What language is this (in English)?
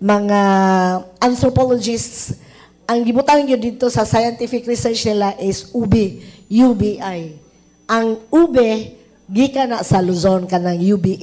Cebuano